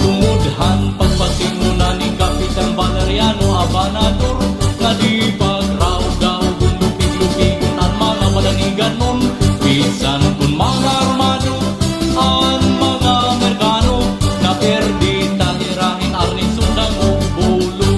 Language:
Waray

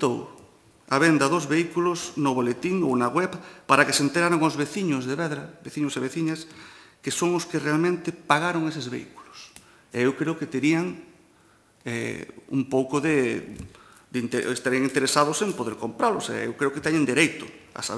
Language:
Galician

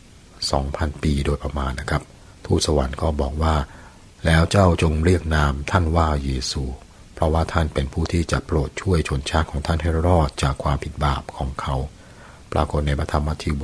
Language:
Thai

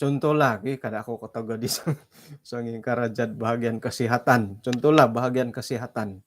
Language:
Central Dusun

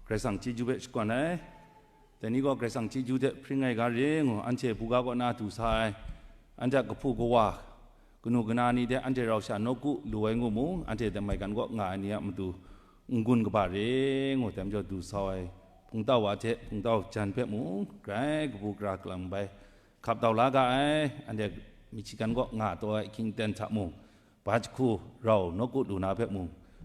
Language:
Kachin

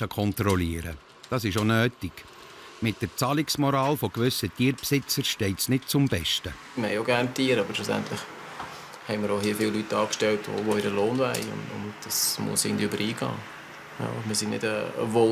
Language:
Swiss German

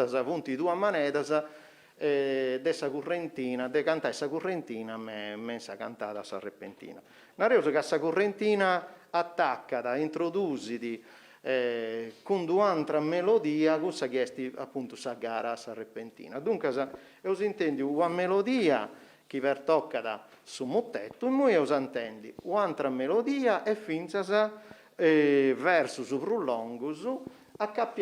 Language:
Sardinian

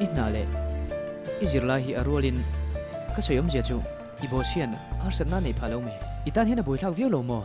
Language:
Mizo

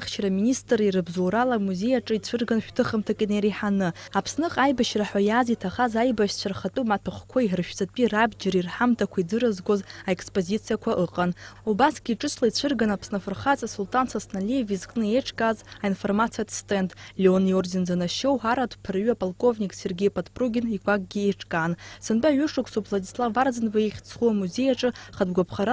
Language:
Abkhazian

